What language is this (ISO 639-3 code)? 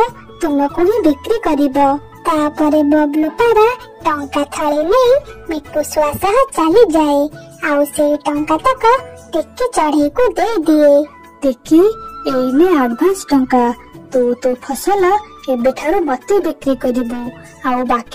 ori